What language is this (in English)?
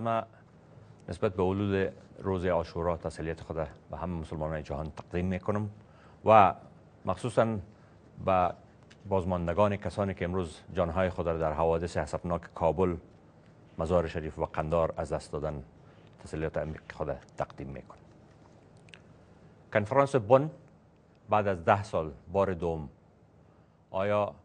Persian